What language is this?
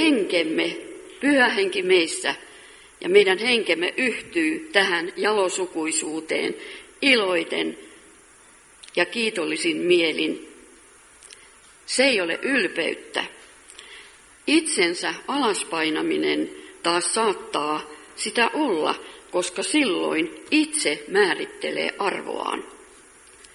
Finnish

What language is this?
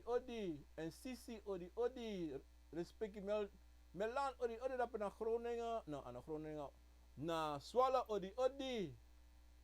Sranan Tongo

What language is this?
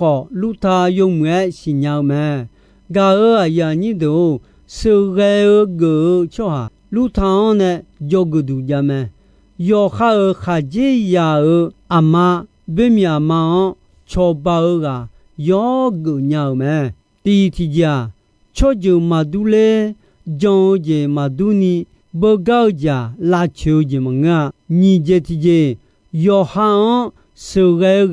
Akha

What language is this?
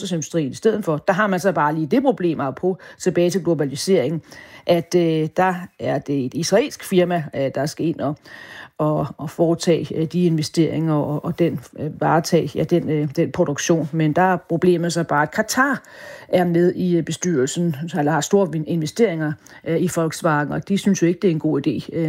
Danish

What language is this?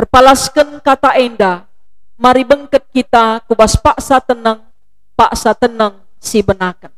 Batak Karo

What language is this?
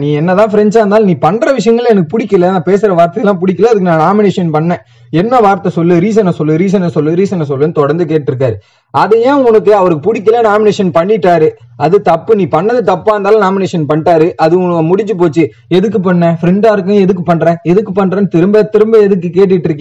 Tamil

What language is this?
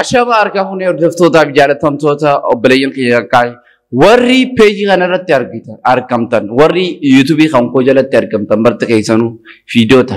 Oromo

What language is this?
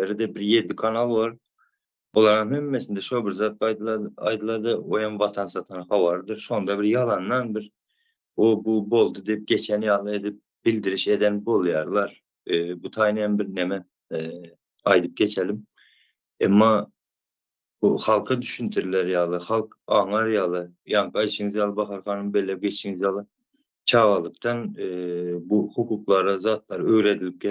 Turkmen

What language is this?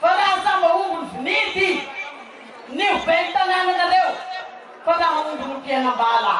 Malagasy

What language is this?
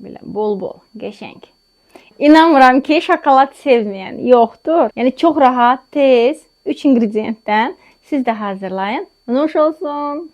Azerbaijani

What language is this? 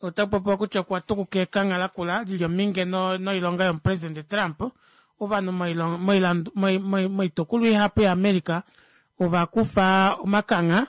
Kuanyama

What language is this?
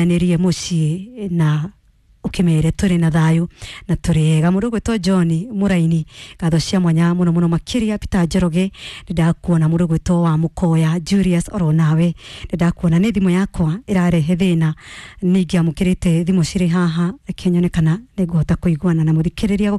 Kikuyu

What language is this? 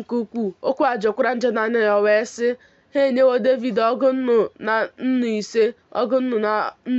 Igbo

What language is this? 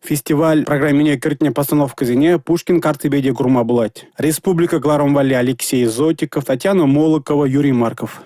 Chuvash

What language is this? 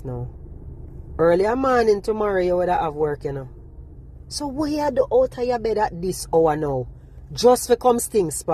Jamaican Creole English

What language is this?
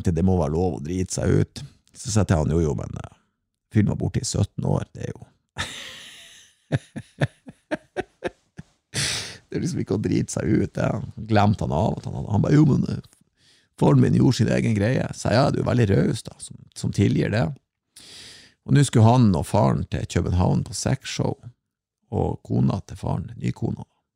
Norwegian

